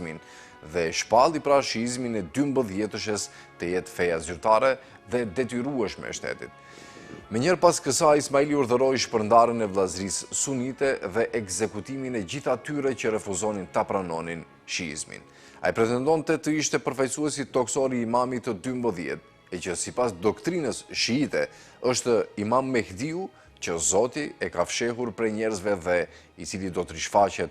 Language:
Albanian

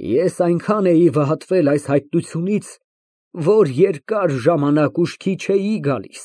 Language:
Armenian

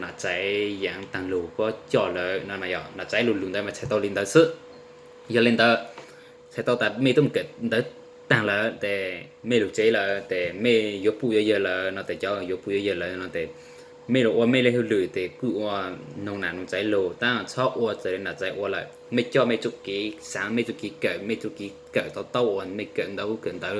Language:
Hmong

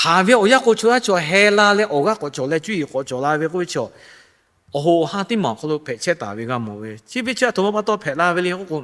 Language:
Lahu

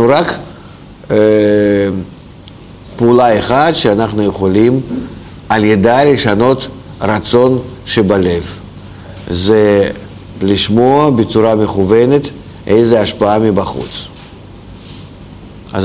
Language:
Hebrew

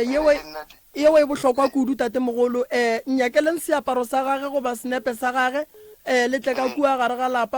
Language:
Northern Sotho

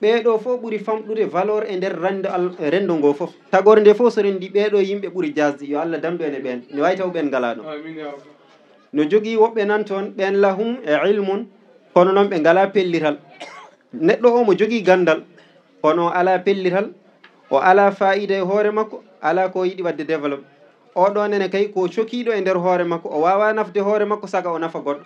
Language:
Fula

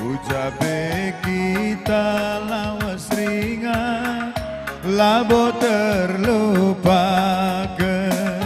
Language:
Batak Karo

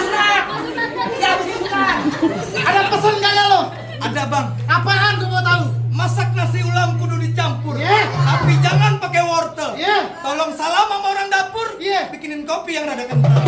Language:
Betawi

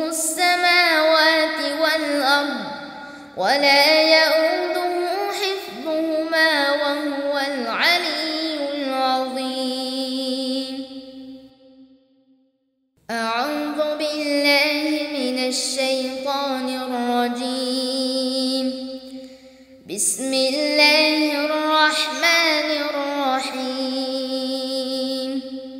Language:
Arabic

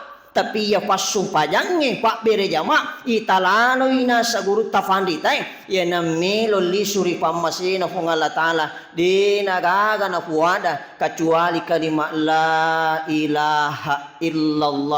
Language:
Buginese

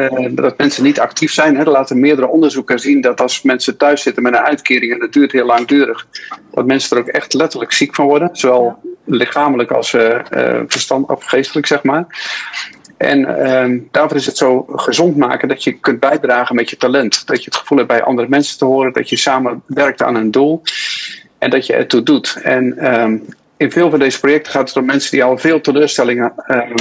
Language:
Dutch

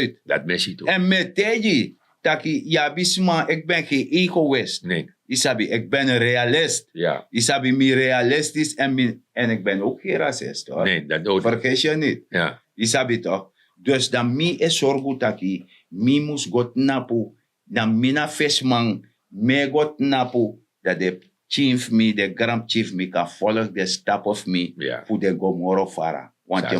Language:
Sranan Tongo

